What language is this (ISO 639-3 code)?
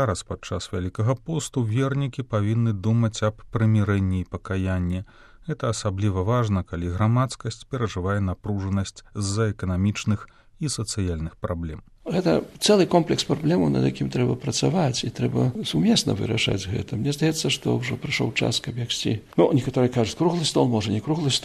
bel